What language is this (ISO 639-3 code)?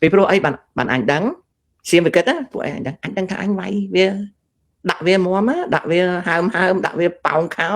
khm